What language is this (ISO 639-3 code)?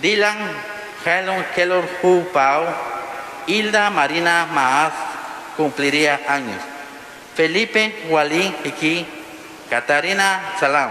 kek